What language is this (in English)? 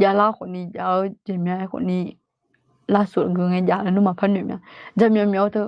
Akha